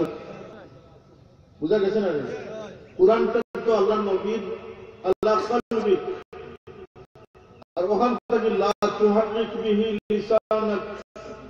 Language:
Bangla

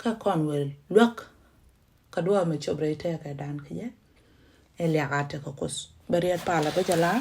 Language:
Nuer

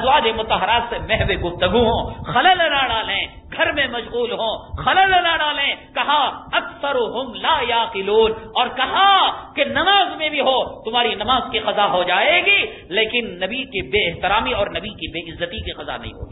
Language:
Urdu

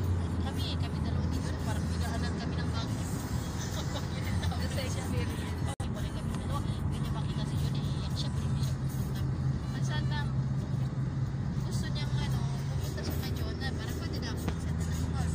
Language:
Filipino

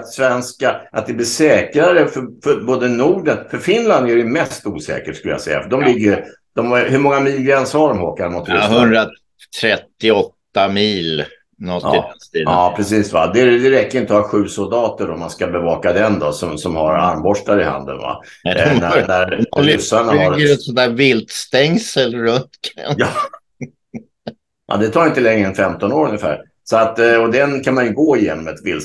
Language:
Swedish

